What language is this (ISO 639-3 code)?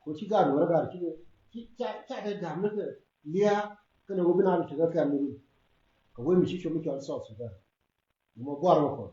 nus